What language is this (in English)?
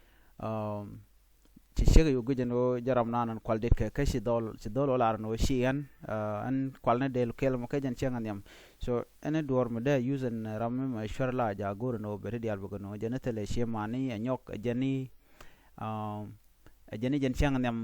Nuer